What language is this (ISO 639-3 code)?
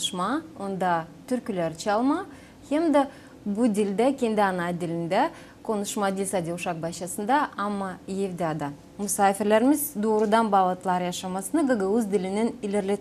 gag